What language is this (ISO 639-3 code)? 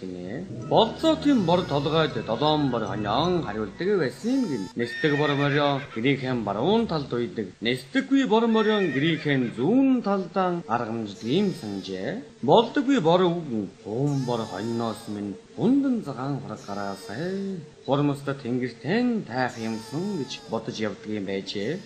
mon